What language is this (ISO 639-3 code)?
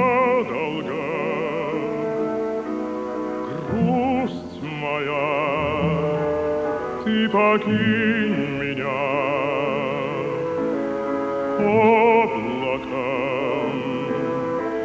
rus